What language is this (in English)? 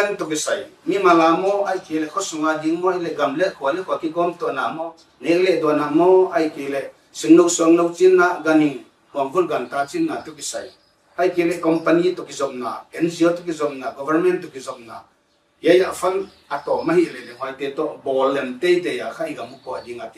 Paite Chin